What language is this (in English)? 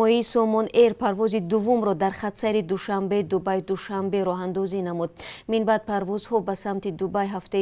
Tajik